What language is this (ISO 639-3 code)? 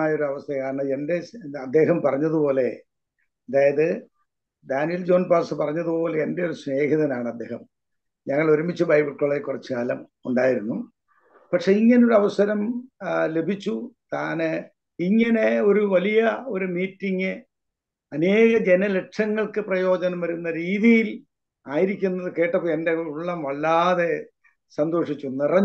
mal